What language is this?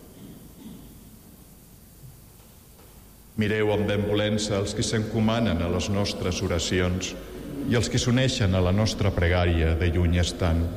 Catalan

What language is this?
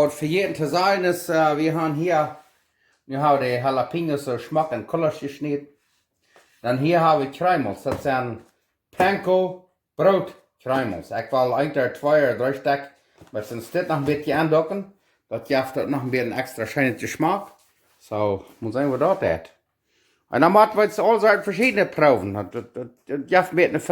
Plautdietsch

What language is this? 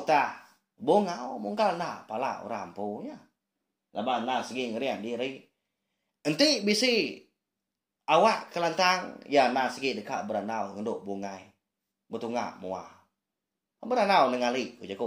Iban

